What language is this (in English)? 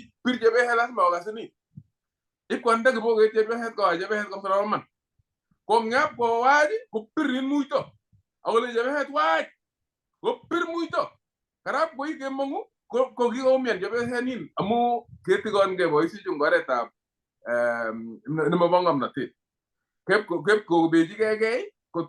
Kalenjin